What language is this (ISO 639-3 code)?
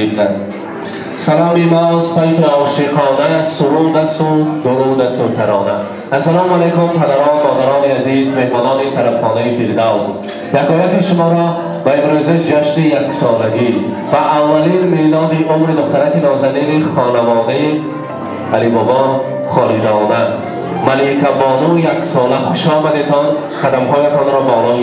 tgk